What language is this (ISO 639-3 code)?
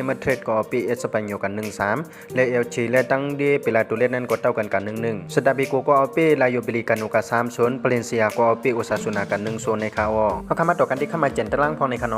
shn